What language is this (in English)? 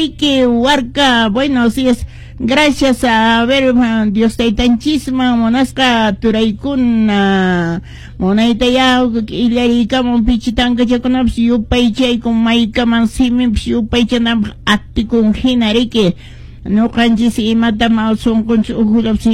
Quechua